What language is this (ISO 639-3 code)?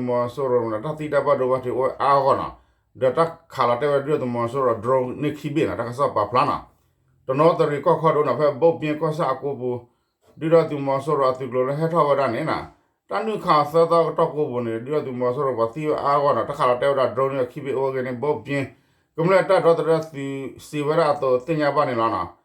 ksw